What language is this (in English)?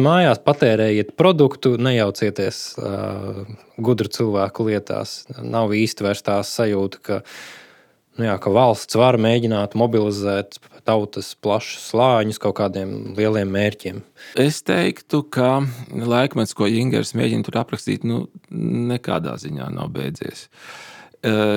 Latvian